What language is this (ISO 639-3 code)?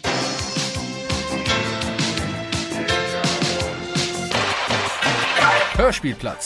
deu